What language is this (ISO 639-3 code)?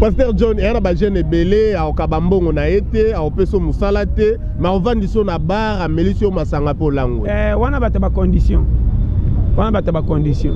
lin